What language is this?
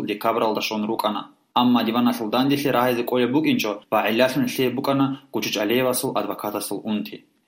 Avaric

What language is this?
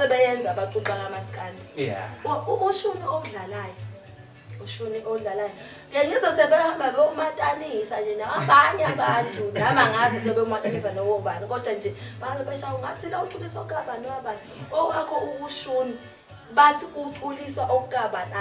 Zulu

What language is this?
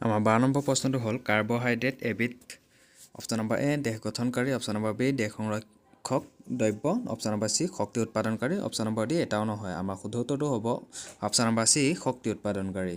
Assamese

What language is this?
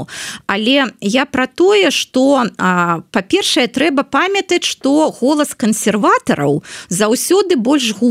Belarusian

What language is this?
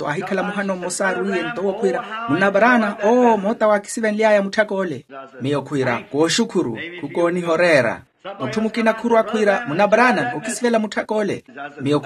Makhuwa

